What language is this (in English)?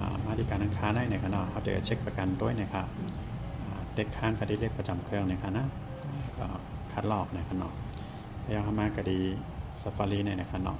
Shan